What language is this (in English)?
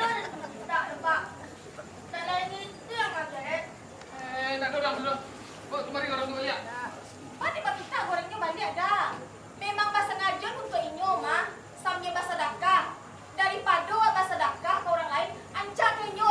Minangkabau